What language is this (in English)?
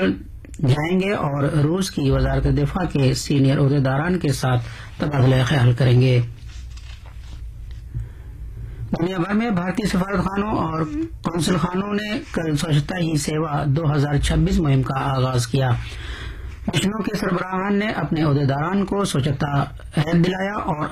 Urdu